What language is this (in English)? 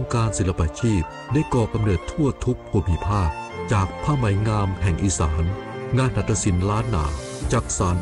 Thai